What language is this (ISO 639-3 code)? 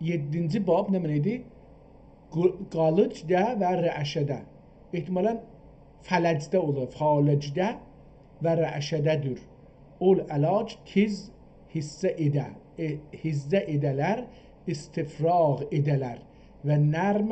azb